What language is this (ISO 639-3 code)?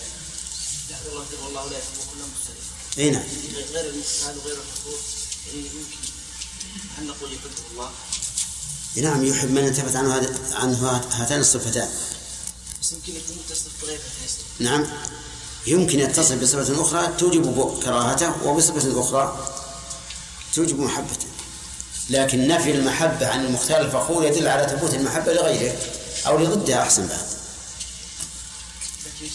ara